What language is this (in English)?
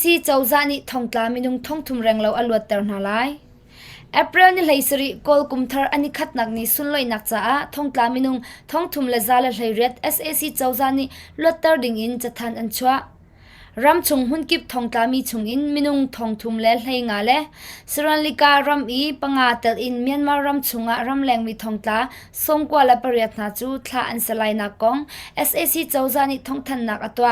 Hakha Chin